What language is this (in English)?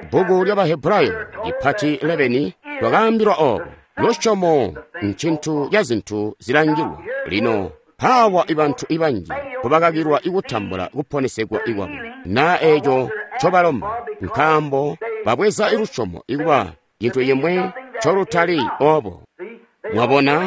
Tonga (Zambia)